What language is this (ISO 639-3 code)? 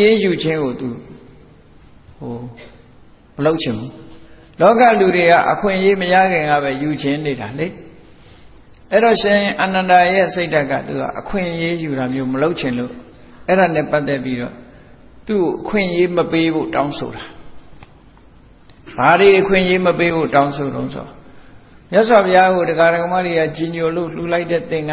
mya